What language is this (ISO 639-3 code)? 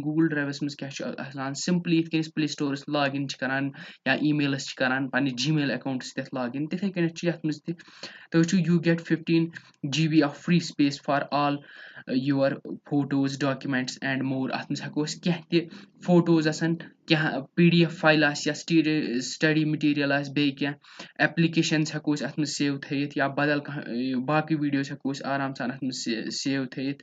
kas